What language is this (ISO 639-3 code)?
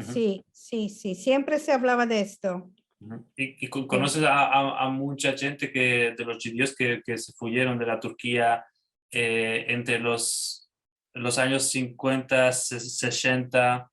lad